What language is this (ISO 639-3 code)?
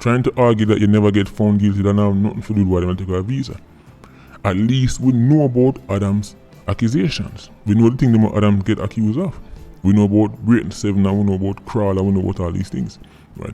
jam